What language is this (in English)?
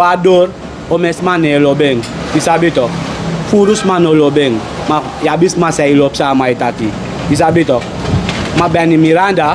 Sranan Tongo